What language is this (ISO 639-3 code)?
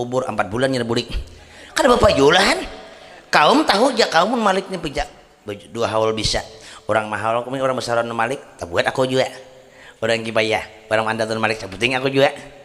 bjn